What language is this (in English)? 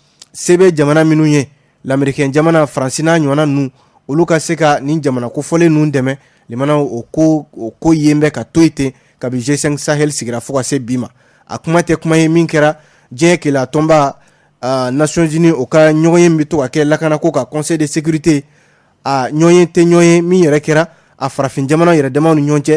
Bambara